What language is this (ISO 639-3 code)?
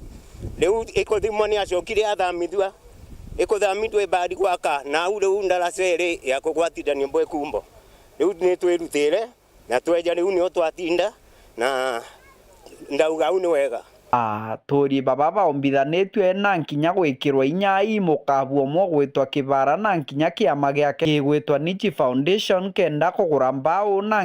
mer